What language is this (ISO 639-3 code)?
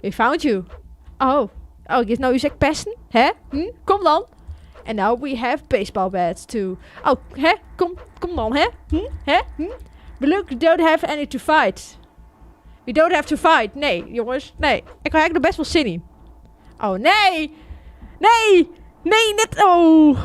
fry